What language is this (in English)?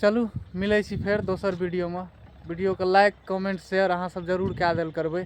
Maithili